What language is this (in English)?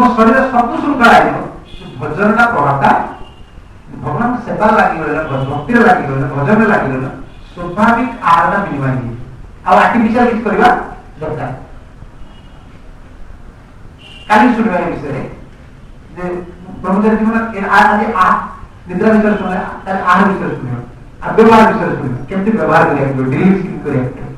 Odia